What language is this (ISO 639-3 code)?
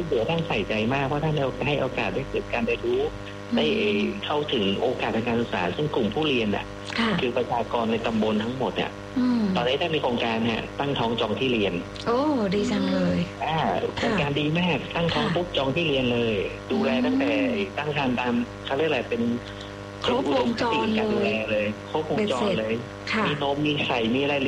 tha